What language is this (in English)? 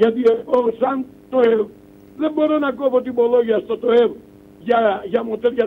Greek